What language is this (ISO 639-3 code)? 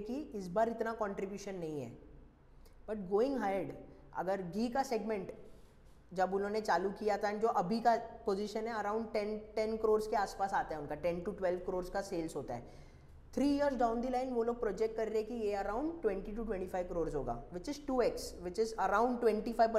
hin